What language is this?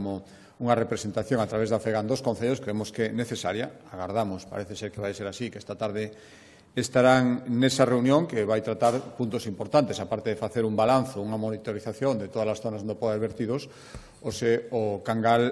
Galician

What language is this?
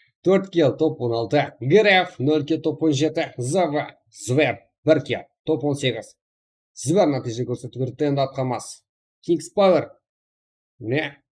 Kara-Kalpak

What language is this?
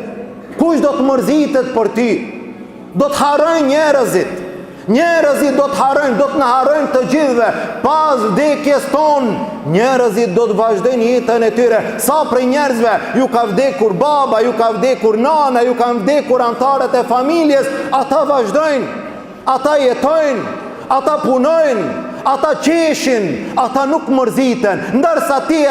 Albanian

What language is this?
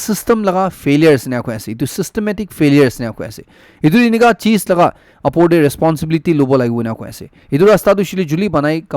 Naga Pidgin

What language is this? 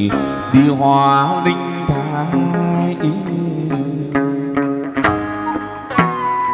Vietnamese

